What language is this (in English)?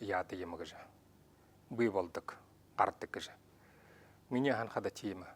Buriat